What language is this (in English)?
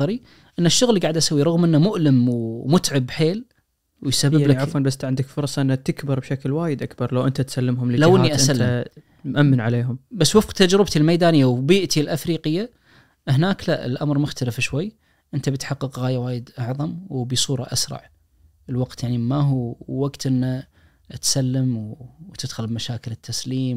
Najdi Arabic